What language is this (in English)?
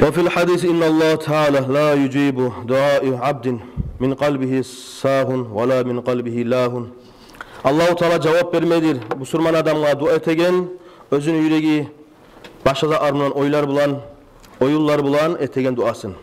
Kumyk